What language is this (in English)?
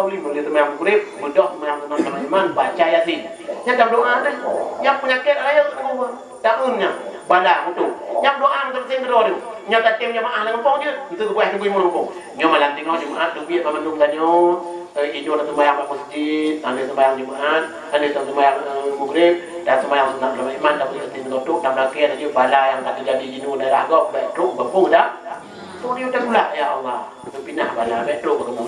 Achinese